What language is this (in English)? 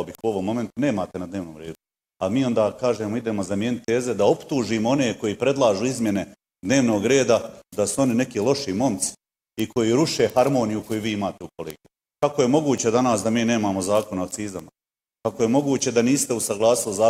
Bosnian